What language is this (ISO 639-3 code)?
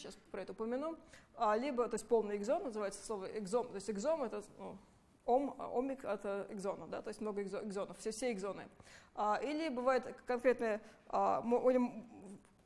rus